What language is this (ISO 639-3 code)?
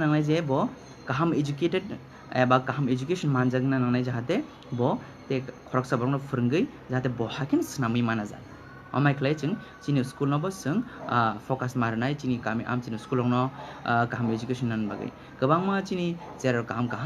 trp